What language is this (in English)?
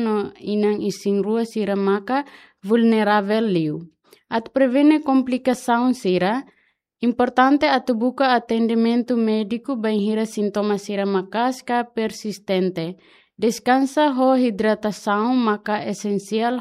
Tetum